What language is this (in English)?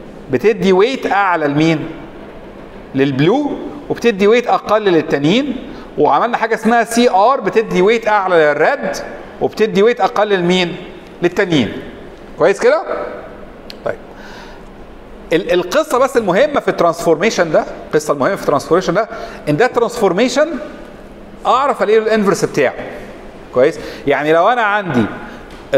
Egyptian Arabic